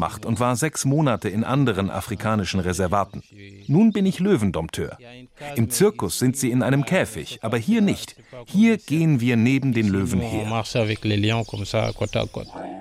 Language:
German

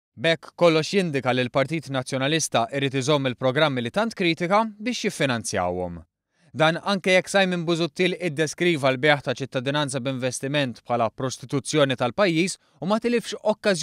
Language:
Maltese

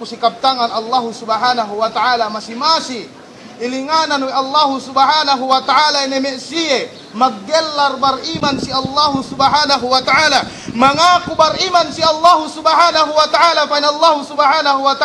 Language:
Yakan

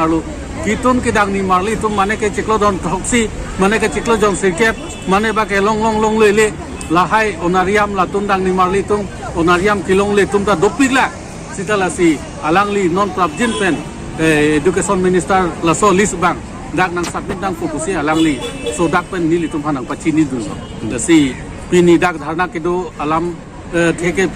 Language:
Karbi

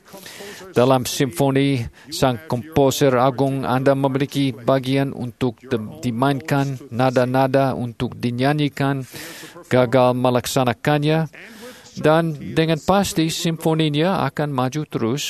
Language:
Indonesian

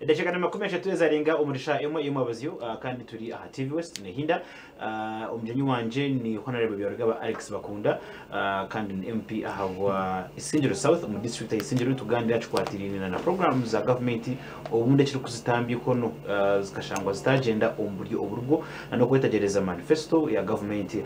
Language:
Nyankole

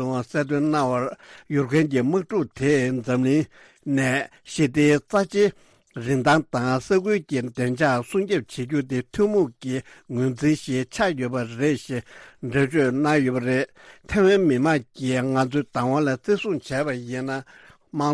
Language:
Tibetan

